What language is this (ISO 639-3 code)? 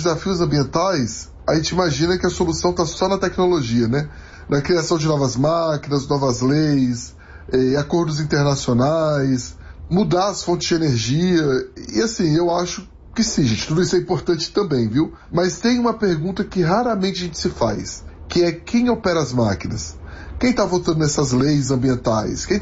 por